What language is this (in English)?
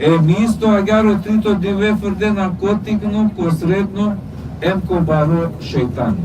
Balkan Romani